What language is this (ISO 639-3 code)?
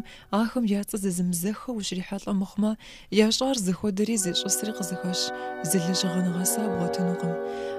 kbd